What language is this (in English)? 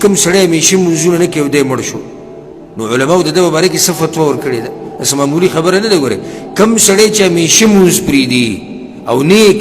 Pashto